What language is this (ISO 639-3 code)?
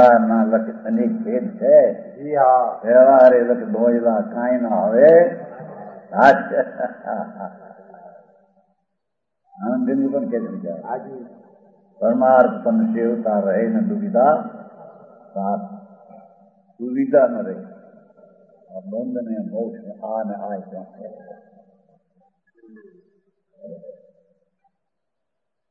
guj